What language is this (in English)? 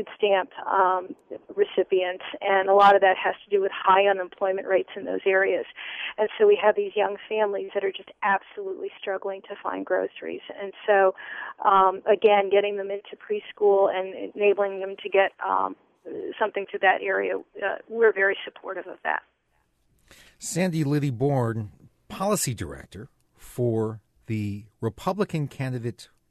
English